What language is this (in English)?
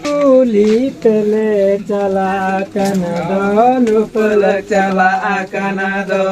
Santali